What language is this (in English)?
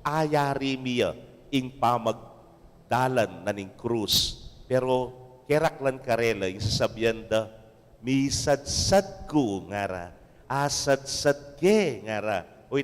Pampanga